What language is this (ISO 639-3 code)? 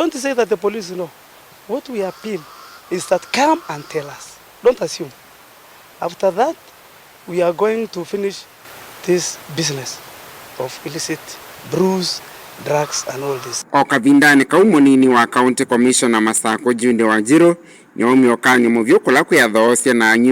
kam